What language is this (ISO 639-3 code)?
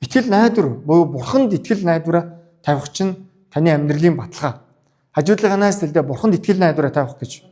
mon